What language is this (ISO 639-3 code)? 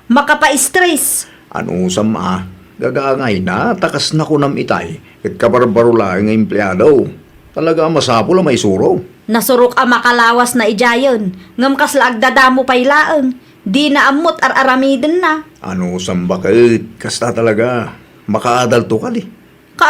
ilo